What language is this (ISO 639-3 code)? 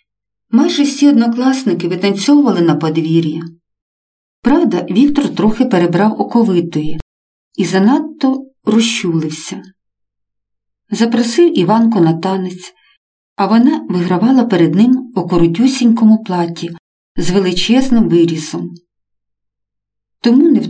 ukr